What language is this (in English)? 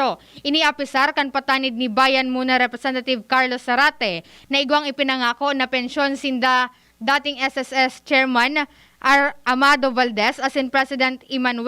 Bikol